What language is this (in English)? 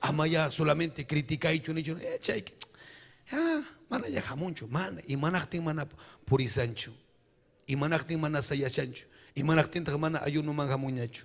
Ayacucho Quechua